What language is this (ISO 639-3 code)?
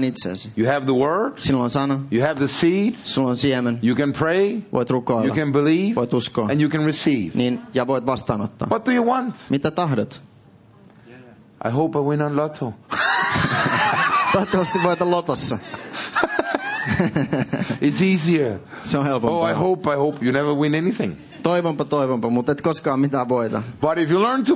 fin